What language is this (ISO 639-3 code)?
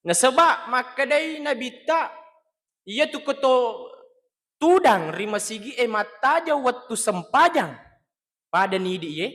bug